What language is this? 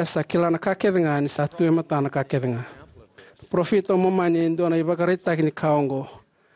Fijian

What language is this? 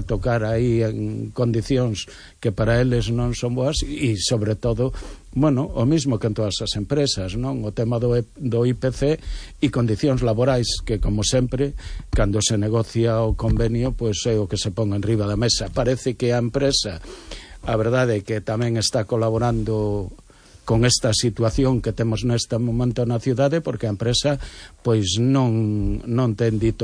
Galician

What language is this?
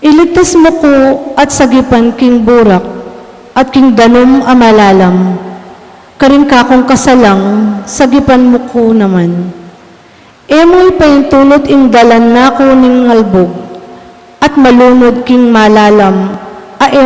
Pampanga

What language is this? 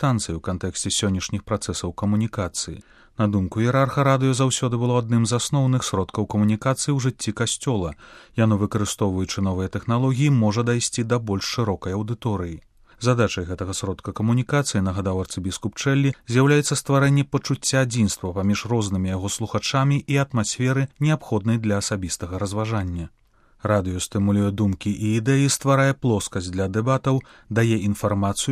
Belarusian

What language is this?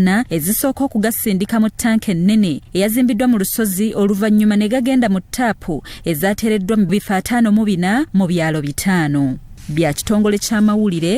Ganda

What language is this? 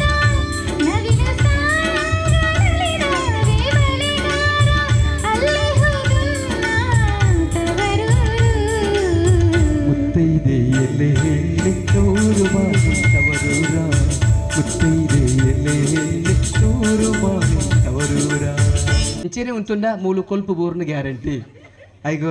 Kannada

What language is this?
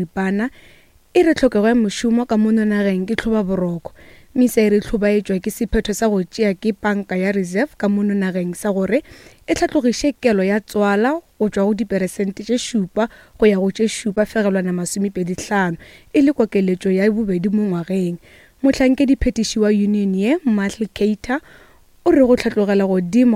Northern Sotho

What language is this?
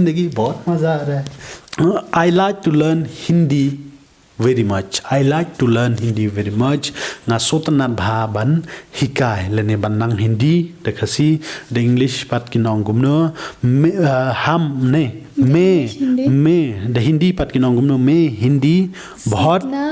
Khasi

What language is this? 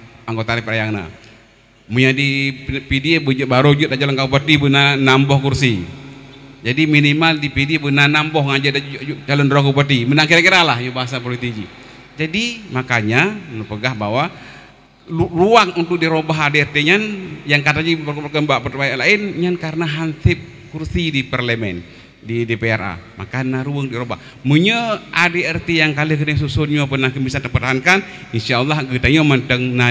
Achinese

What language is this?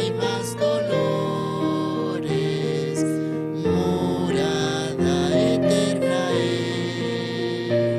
Aymara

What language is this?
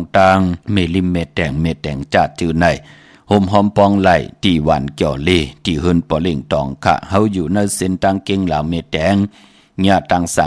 Shan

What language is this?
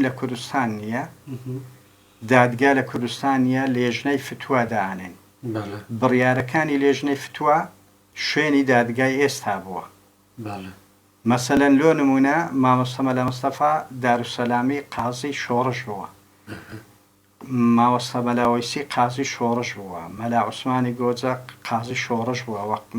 Central Kurdish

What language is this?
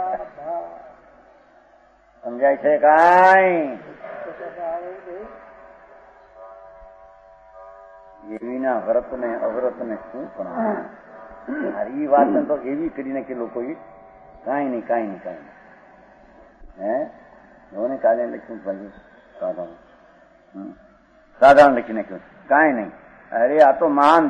Gujarati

